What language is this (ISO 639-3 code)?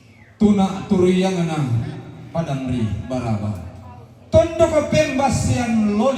sda